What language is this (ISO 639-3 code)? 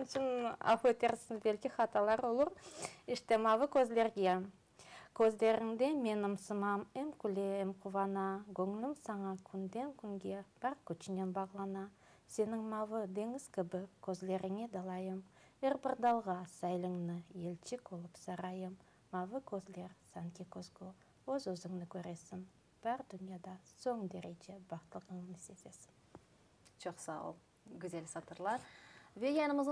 crh